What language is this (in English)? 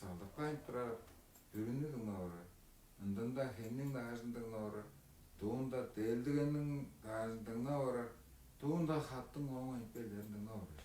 Tuvinian